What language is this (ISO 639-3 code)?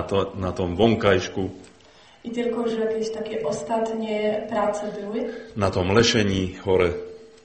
slk